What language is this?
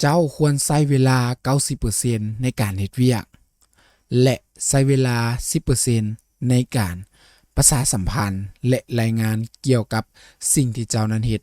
Lao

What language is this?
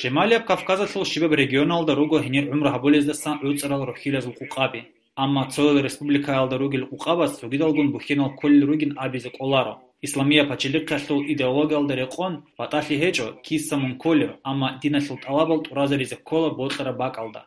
Avaric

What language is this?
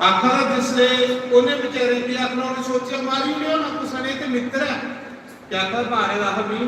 Dogri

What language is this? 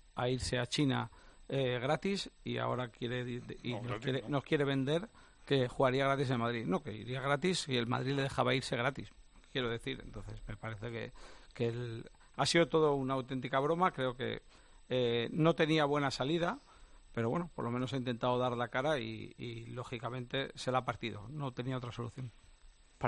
Spanish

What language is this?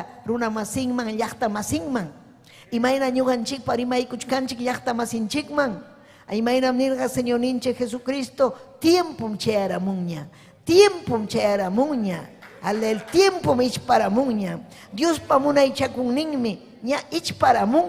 Ayacucho Quechua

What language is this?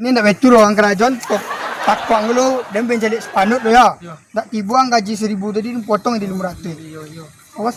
Minangkabau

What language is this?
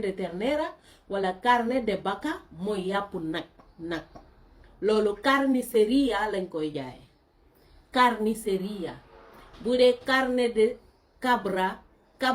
Wolof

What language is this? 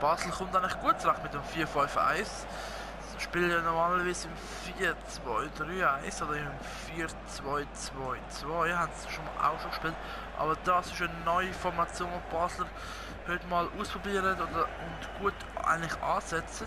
Swiss German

